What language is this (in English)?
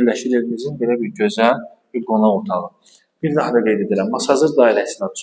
Azerbaijani